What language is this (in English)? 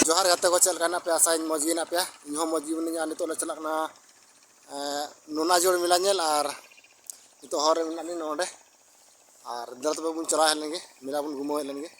Santali